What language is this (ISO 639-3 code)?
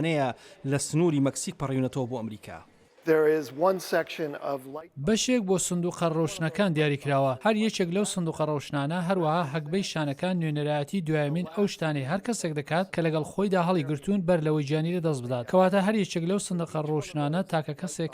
ckb